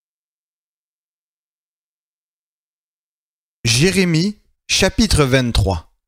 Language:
French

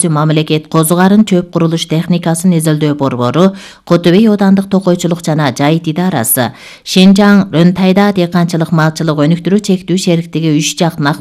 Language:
Kyrgyz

